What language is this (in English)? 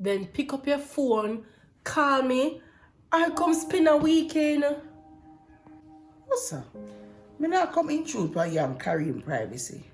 Jamaican Creole English